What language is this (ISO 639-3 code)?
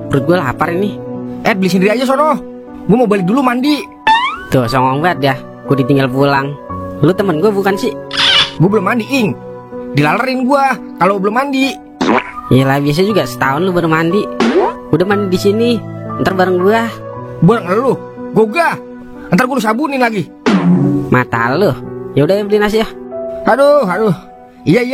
bew